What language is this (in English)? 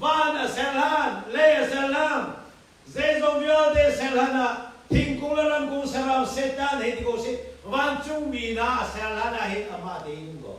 Hakha Chin